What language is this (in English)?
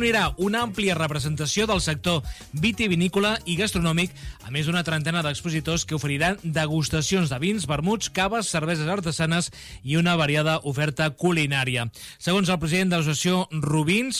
Catalan